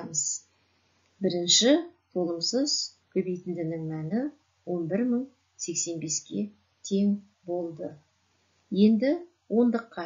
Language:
Kazakh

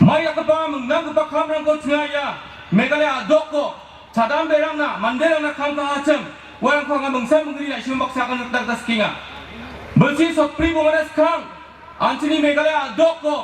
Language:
Garo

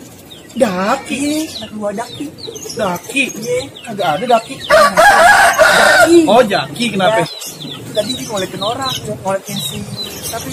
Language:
Betawi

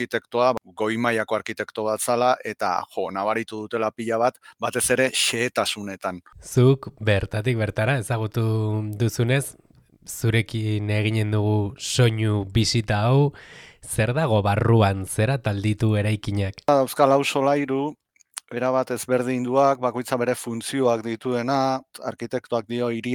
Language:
Basque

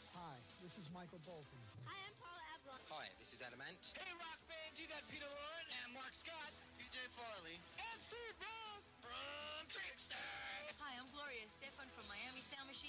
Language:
English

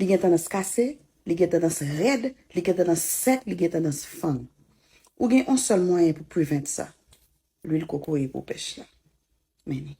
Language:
Haitian Creole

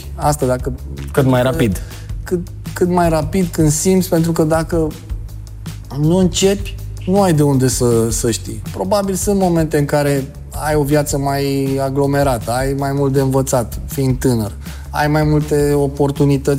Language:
Romanian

